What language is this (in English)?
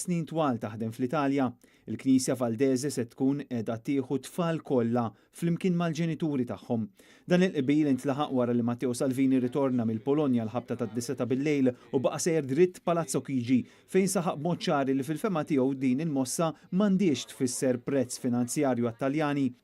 Maltese